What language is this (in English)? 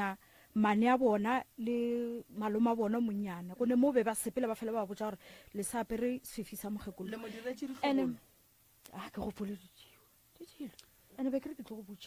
Northern Sotho